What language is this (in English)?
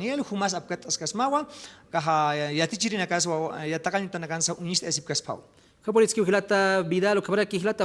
Aymara